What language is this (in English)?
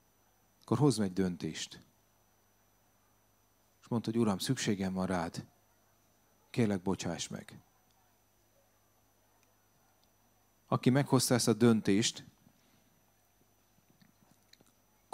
Hungarian